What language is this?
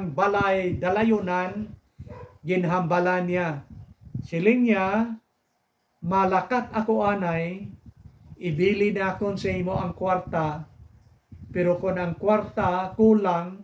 Hiligaynon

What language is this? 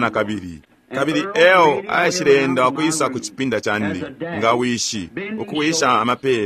Bemba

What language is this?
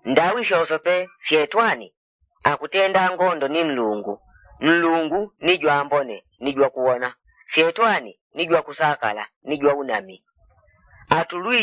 Yao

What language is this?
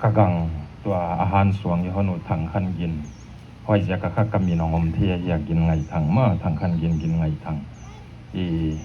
Paite Chin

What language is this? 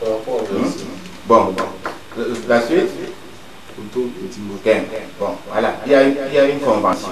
Duala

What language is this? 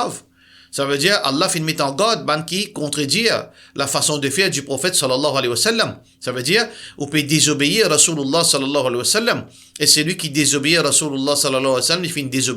Morisyen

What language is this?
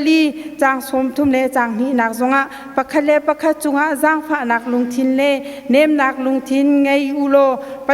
Hakha Chin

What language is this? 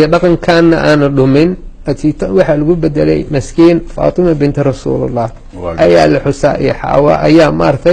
Somali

